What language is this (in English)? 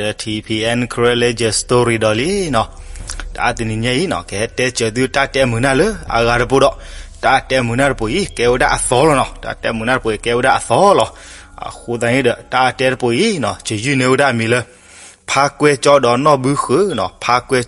S'gaw Karen